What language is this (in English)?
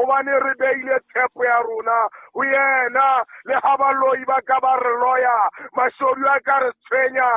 Southern Sotho